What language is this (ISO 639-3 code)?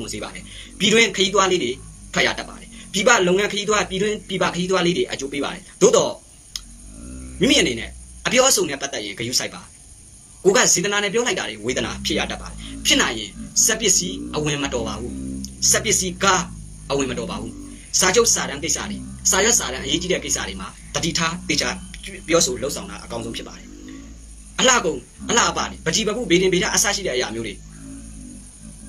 mya